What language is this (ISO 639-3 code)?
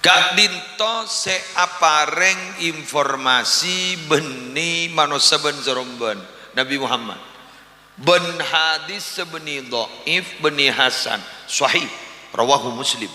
mad